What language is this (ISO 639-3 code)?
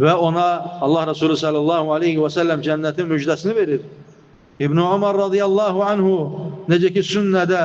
aze